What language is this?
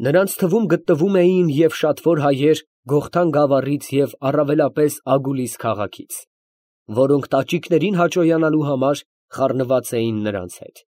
Armenian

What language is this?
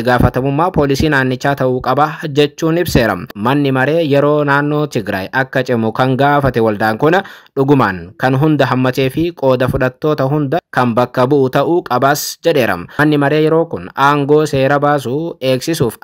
Oromo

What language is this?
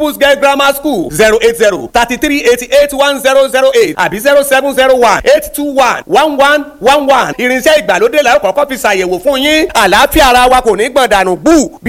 Yoruba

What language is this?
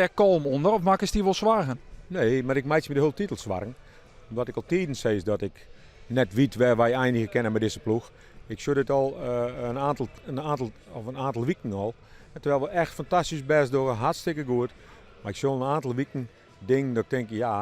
Western Frisian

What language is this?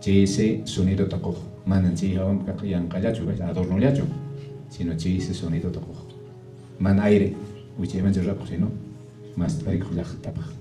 Quechua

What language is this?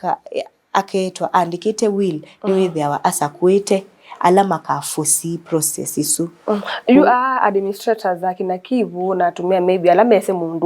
Kamba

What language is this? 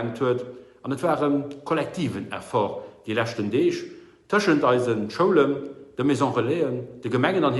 Luxembourgish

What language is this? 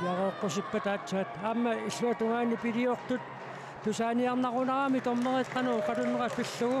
Kalaallisut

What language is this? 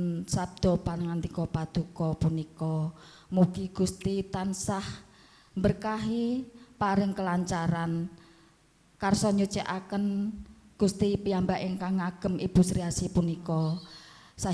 Javanese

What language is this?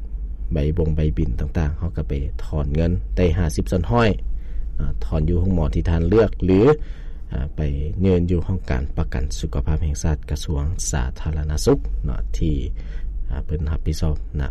Lao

